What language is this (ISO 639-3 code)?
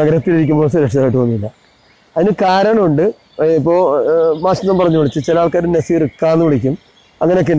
mal